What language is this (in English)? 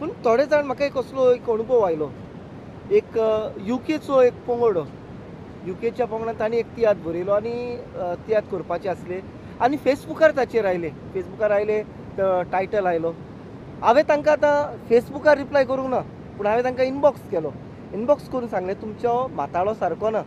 Konkani